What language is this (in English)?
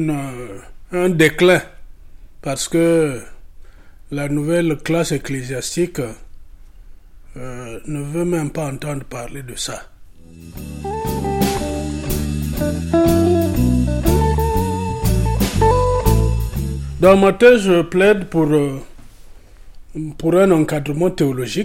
French